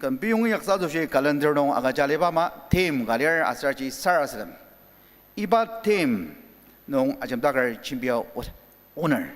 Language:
Ao Naga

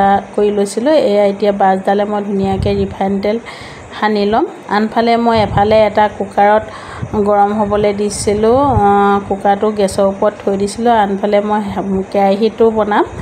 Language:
Assamese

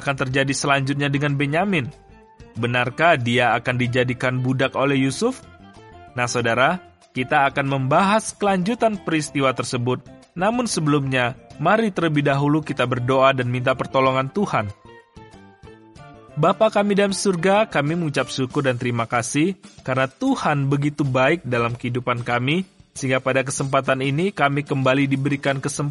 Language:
Indonesian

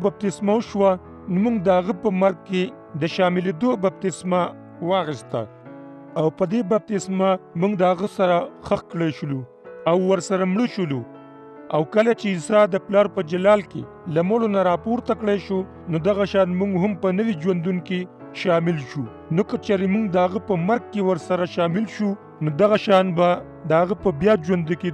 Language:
Pashto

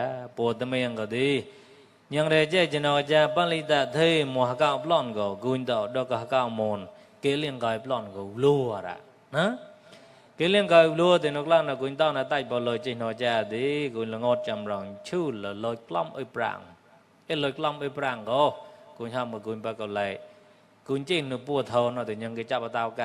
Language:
Mon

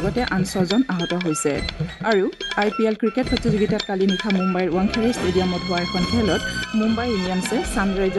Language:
Assamese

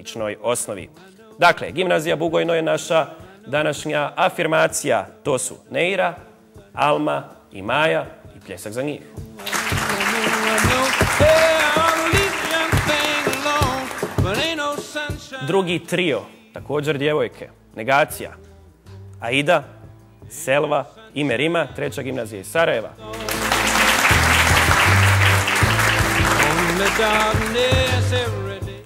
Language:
Bosnian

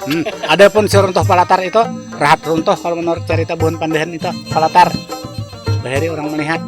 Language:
Banjar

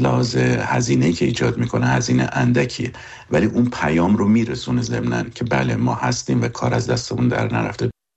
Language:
Persian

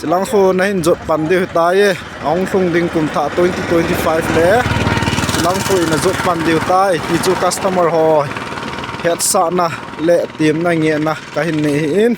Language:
Thado Chin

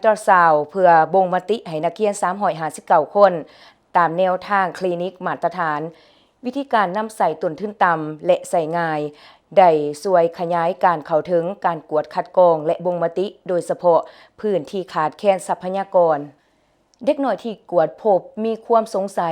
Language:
Lao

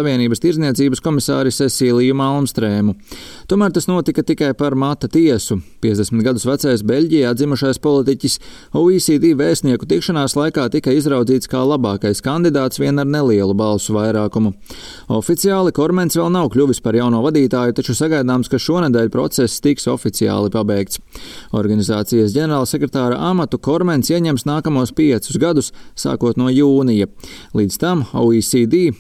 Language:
Latvian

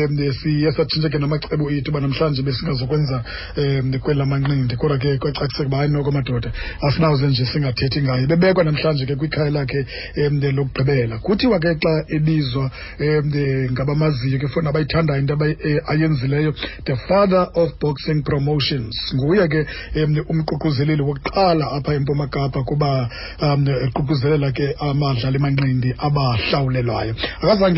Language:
Xhosa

